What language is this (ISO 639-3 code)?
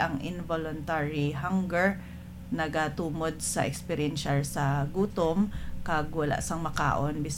hil